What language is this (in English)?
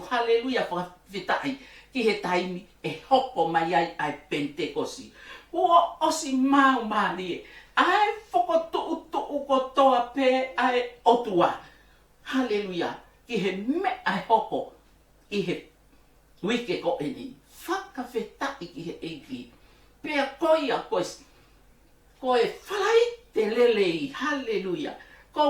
Tongan